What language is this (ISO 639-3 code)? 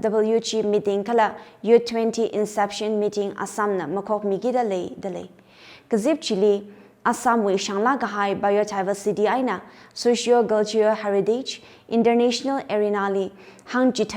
nmf